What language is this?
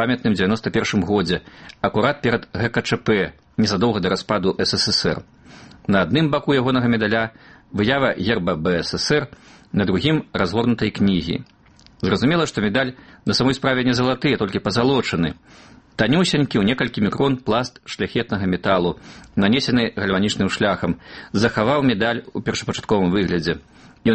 Belarusian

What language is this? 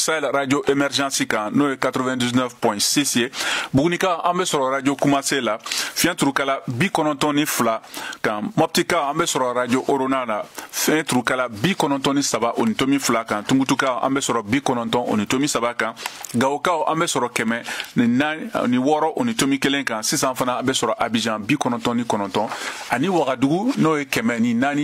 Bambara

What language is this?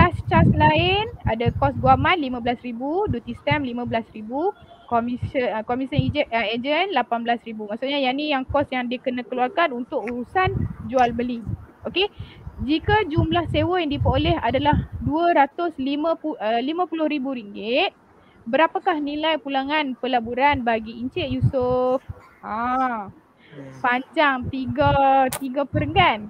Malay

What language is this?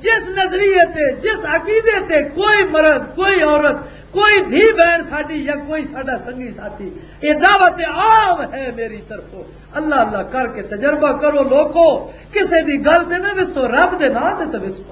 Western Panjabi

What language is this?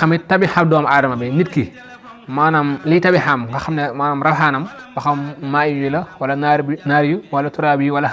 Wolof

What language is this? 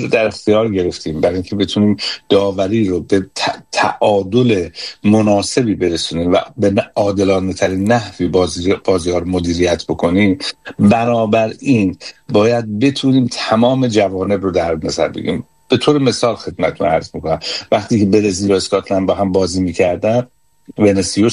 Persian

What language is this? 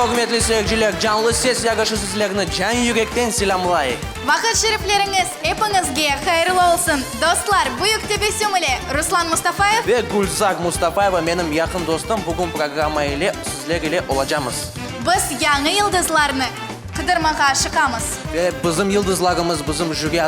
Crimean Tatar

